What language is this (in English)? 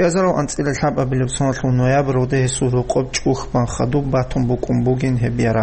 Avaric